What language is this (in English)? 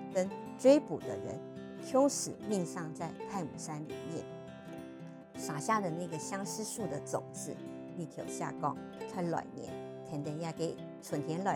Hakka Chinese